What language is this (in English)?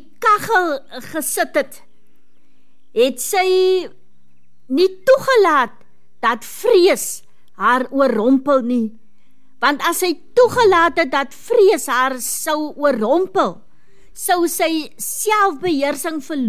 Afrikaans